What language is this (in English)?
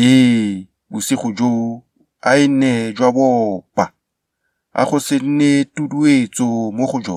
Tswana